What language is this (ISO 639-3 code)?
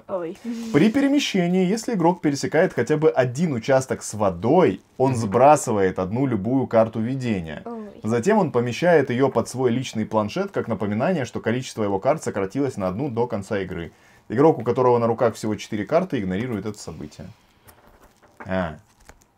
rus